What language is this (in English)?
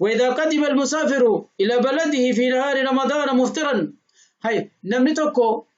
Oromo